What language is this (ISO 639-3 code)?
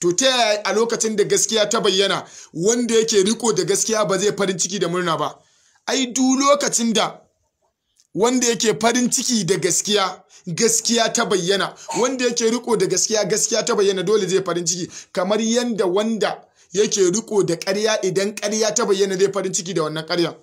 hau